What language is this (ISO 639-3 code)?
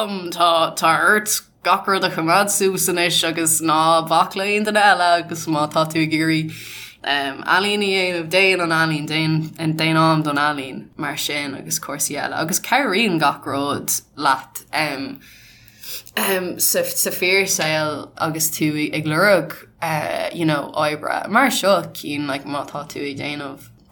gle